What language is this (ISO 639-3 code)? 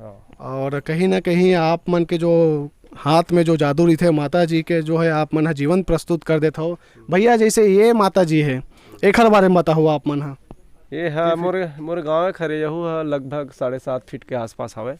hne